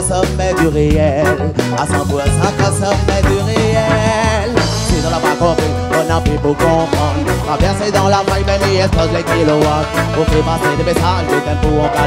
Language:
Réunion Creole French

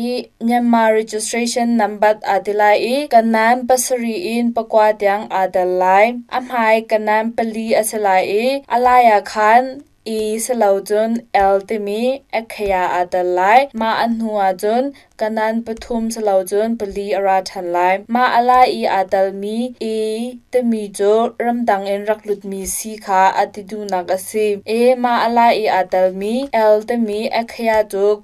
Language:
Hakha Chin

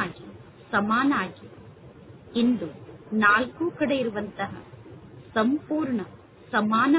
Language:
Kannada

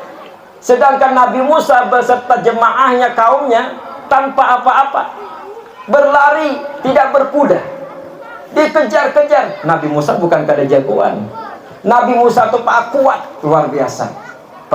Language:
Banjar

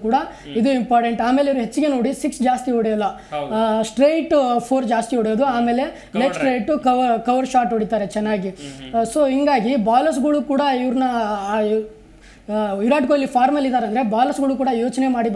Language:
Kannada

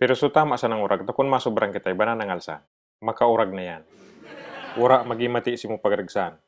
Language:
Bikol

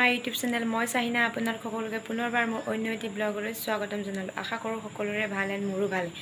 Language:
Assamese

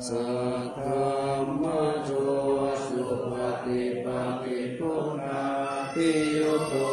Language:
Pali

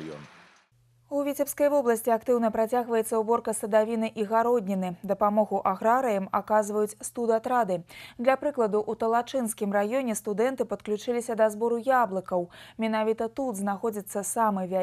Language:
Belarusian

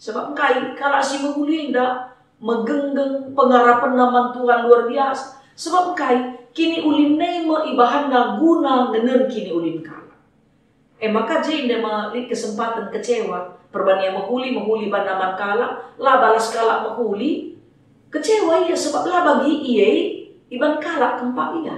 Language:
Batak Karo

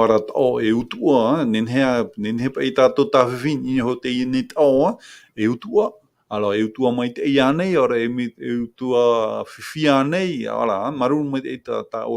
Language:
Tahitian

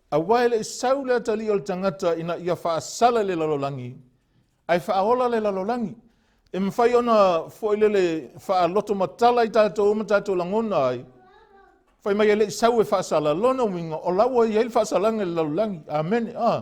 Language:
Samoan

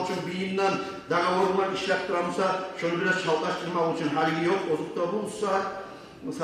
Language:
Kumyk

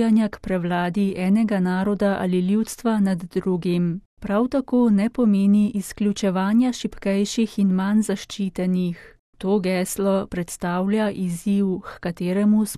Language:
Slovenian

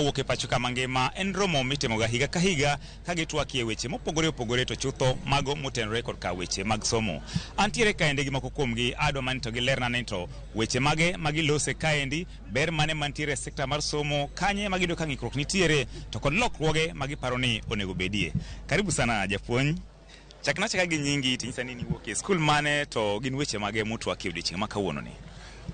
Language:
Luo (Kenya and Tanzania)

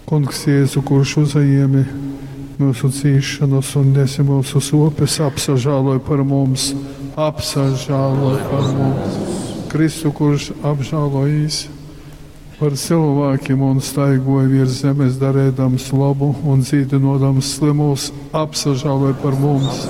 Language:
Latgalian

